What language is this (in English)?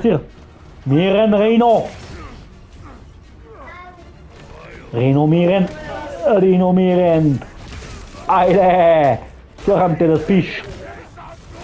Bulgarian